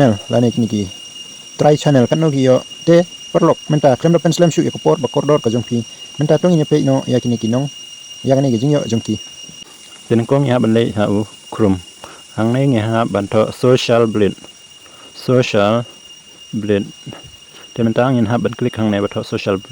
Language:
Khasi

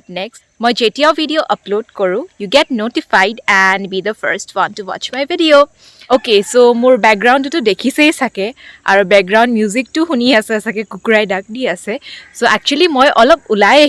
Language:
Assamese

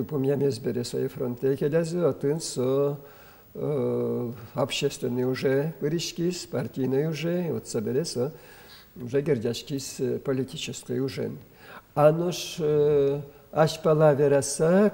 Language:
Udmurt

